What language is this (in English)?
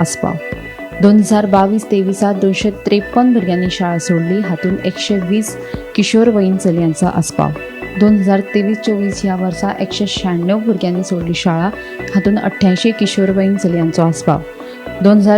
Konkani